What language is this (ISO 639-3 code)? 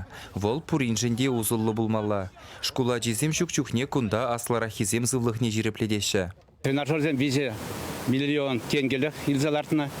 chv